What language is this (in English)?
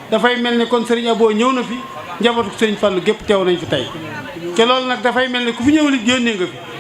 Wolof